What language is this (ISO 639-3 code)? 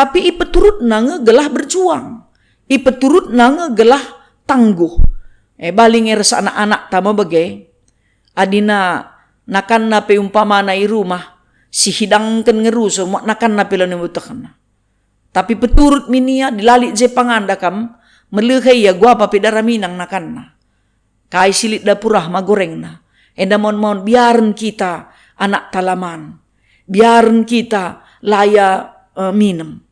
btx